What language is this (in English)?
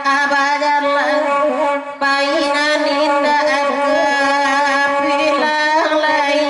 Minangkabau